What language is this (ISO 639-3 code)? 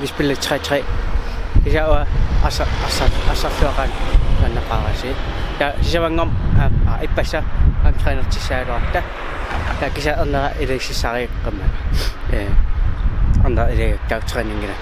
kal